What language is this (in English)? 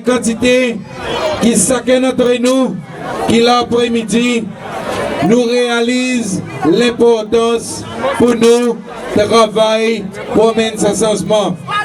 Seselwa Creole French